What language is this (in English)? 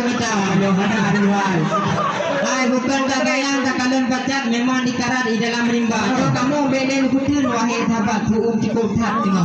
Achinese